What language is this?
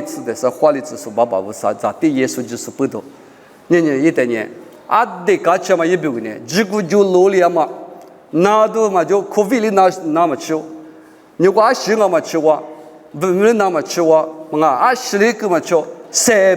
Lisu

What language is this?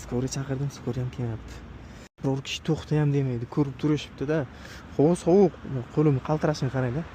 Uzbek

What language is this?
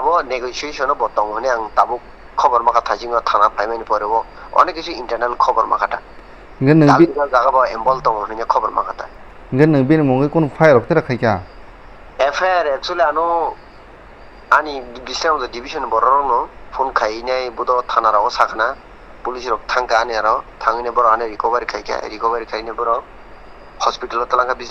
Kok Borok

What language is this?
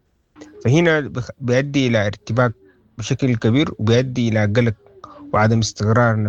Sudanese Arabic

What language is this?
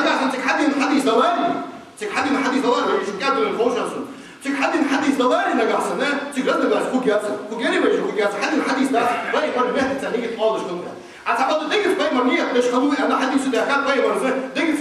Ingush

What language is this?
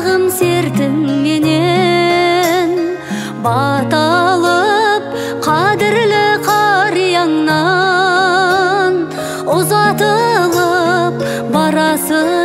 Kazakh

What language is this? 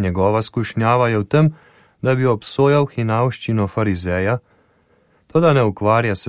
Slovenian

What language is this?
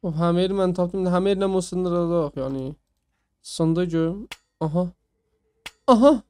South Azerbaijani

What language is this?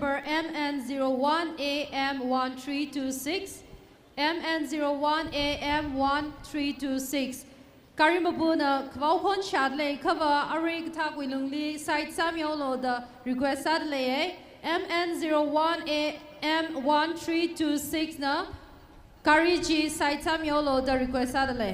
Tangkhul Naga (India)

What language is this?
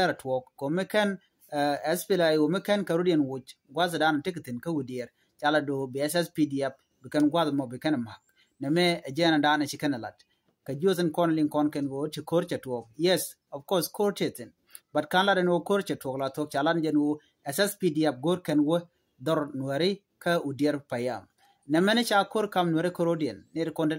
Nuer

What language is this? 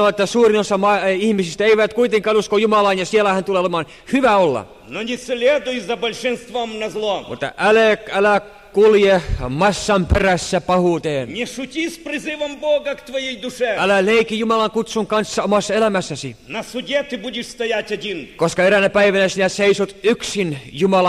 Finnish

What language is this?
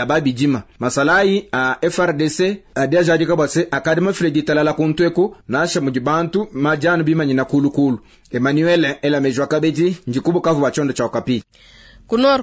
Luba-Lulua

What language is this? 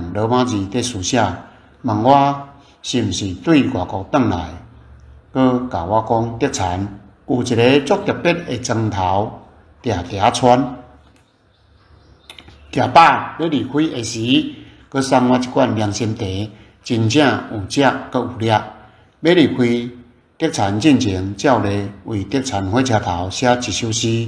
Min Nan Chinese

